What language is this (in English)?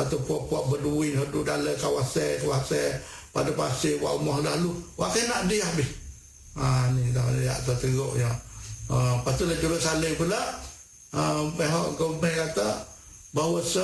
Malay